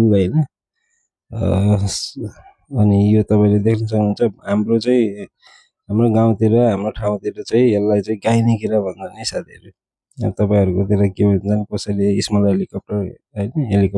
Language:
Nepali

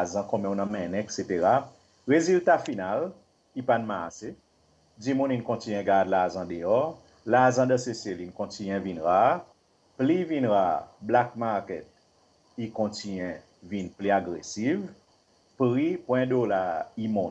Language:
Seselwa Creole French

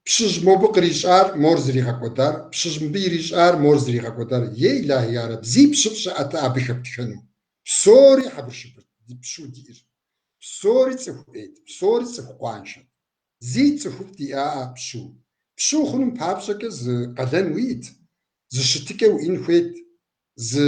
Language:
Kabardian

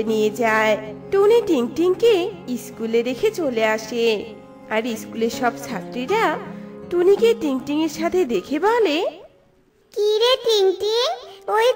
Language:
Bangla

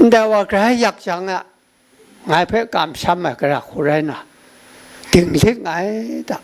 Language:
Kachin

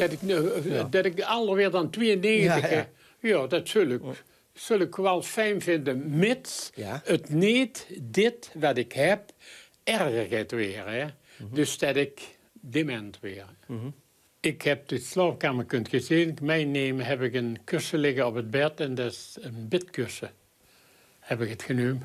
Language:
Limburgish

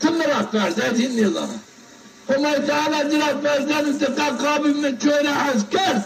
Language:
Zaza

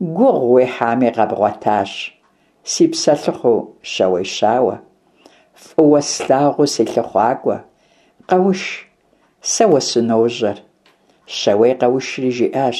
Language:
Kabardian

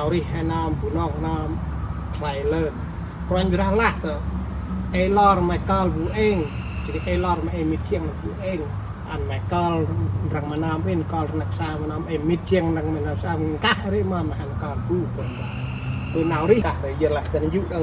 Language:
Central Mnong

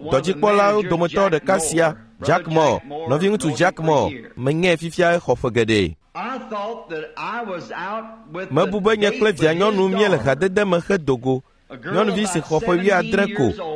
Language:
Ewe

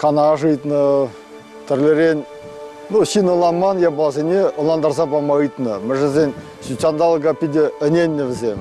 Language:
Chuvash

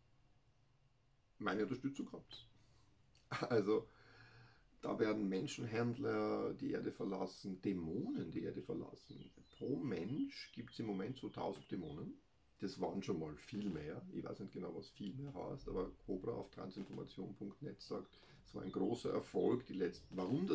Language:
German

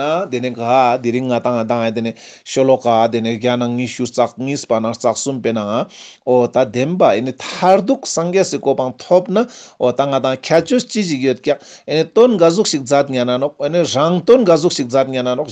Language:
Ladakhi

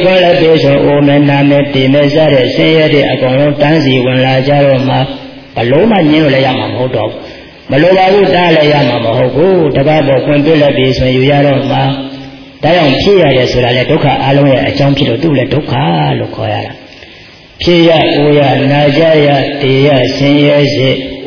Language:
Burmese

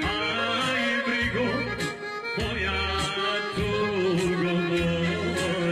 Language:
Croatian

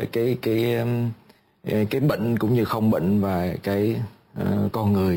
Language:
Vietnamese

